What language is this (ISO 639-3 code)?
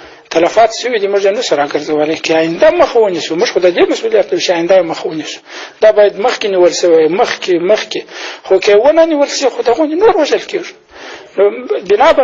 pus